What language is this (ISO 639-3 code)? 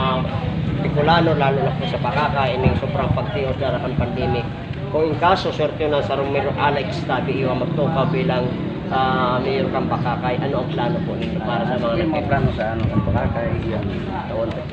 bik